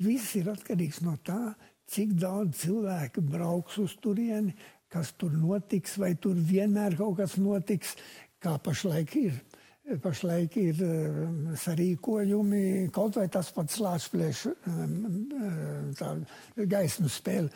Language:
Latvian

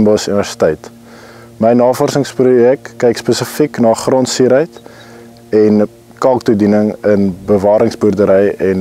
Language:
Afrikaans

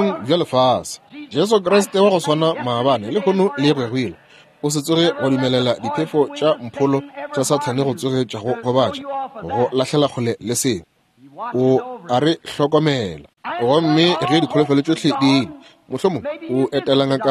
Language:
Northern Sotho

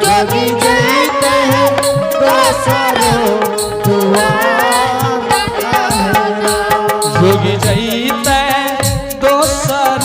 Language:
Angika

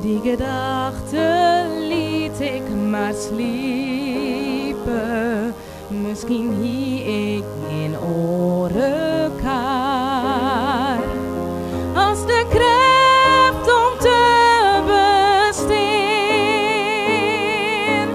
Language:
Western Frisian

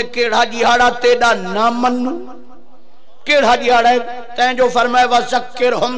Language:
Saraiki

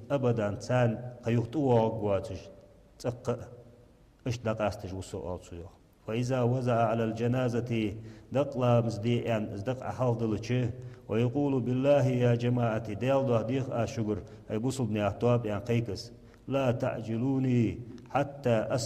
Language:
Ingush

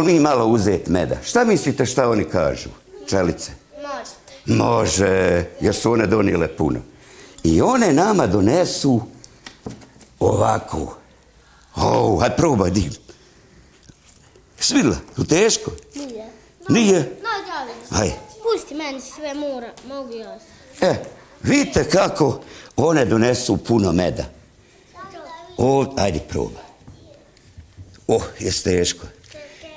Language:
Bosnian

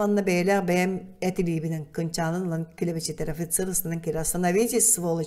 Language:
Yakut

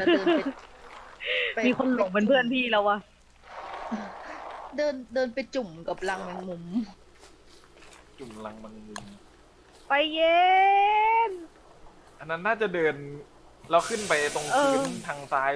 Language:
Thai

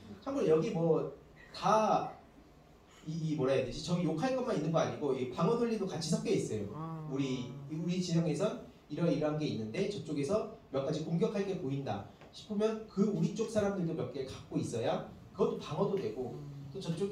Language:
Korean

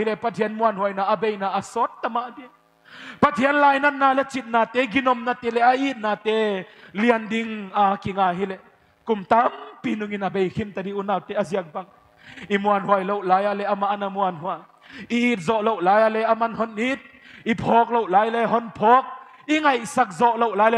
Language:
Paite Chin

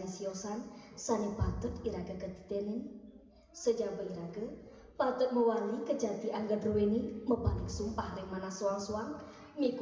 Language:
Balinese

